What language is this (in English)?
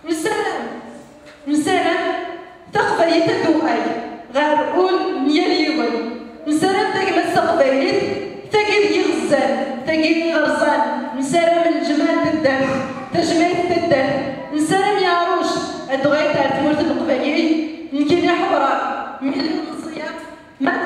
Kabyle